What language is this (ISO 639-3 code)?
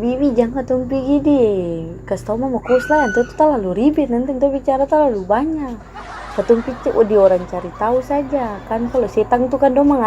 abs